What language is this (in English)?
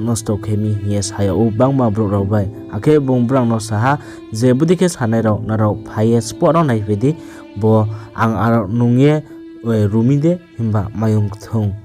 Riang (India)